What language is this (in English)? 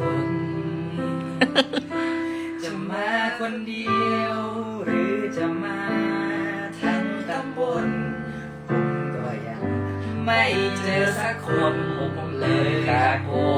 Thai